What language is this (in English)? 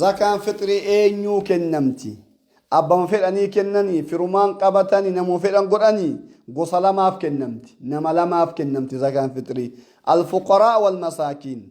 Oromo